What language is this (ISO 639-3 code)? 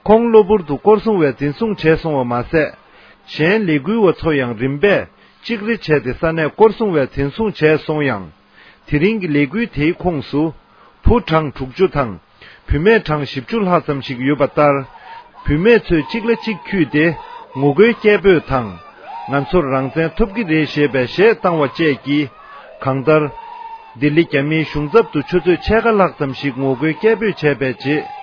bod